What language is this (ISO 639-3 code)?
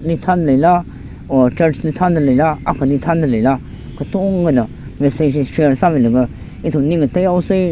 nmf